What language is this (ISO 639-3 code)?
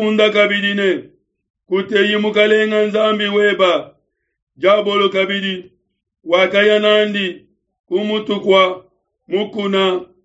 lua